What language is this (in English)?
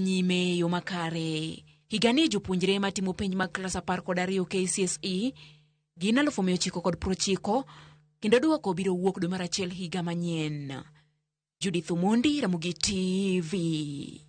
Luo (Kenya and Tanzania)